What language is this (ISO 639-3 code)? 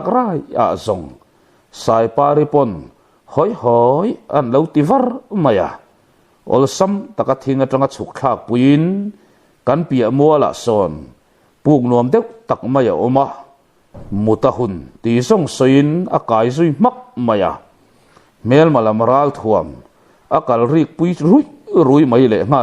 lus